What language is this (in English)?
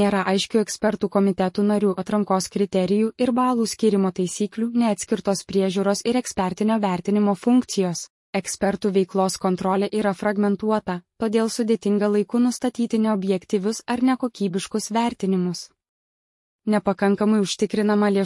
Lithuanian